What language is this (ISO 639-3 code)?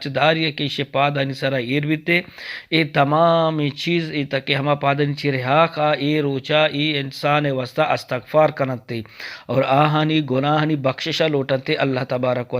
bgp